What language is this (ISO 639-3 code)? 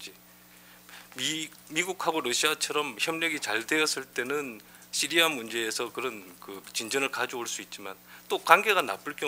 kor